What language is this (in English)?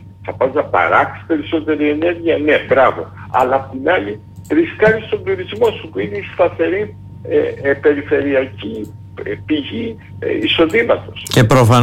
Greek